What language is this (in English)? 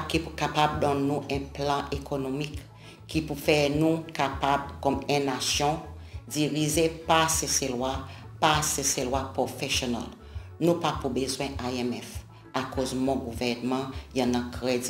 Seselwa Creole French